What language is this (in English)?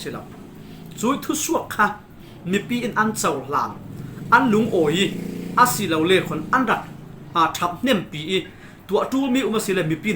Falam Chin